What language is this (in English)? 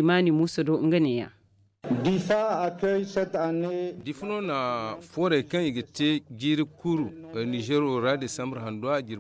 Zarma